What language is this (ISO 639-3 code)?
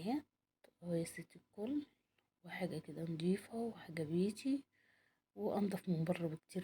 arz